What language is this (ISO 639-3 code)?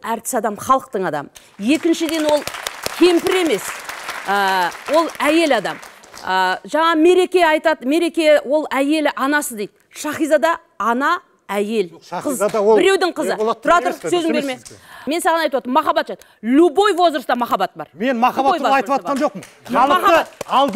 kaz